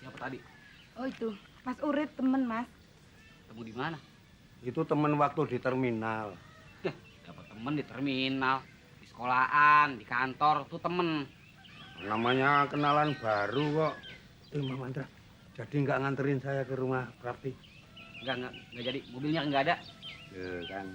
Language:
Betawi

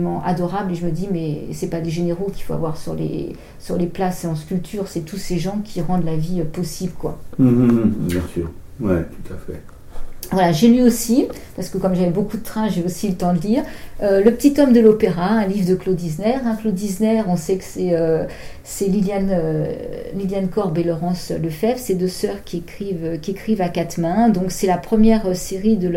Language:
French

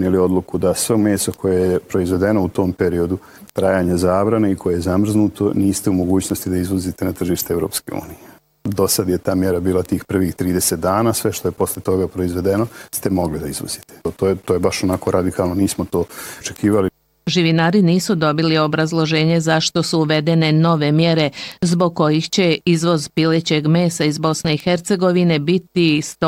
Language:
Bosnian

